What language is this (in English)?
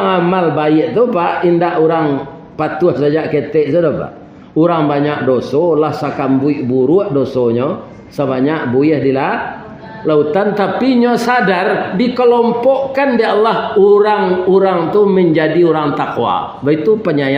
Minangkabau